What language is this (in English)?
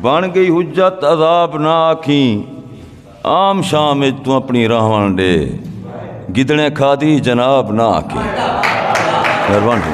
Saraiki